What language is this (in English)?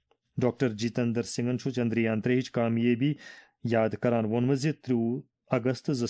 Kashmiri